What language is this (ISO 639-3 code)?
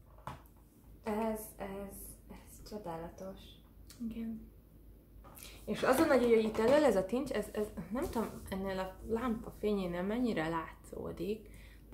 hun